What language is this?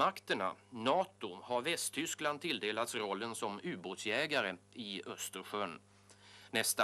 Swedish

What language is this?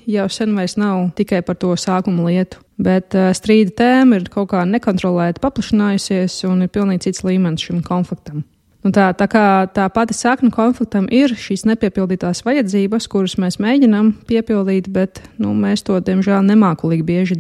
Latvian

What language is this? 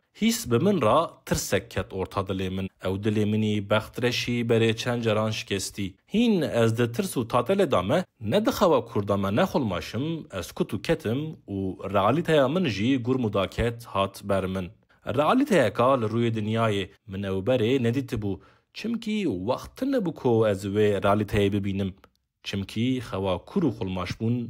Kurdish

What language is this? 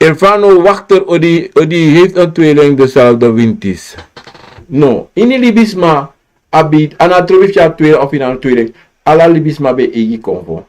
Sranan Tongo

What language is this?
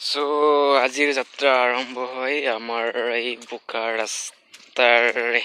Assamese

